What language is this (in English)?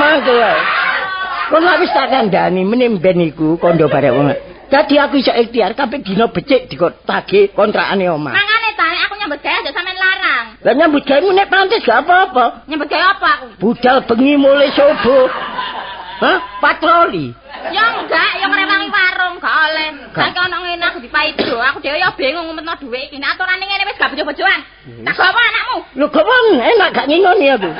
Javanese